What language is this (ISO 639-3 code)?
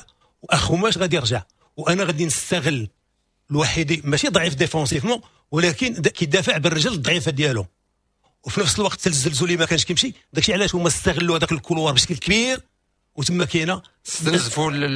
ary